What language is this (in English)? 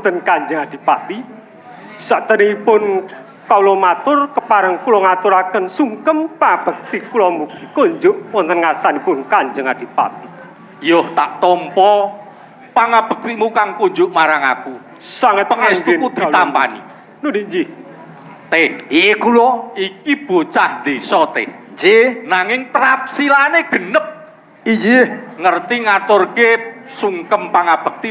Javanese